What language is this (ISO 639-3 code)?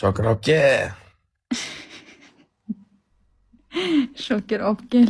uzb